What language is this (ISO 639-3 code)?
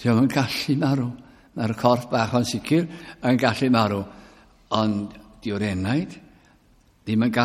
cym